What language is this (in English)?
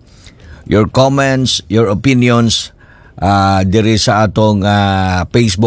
Cebuano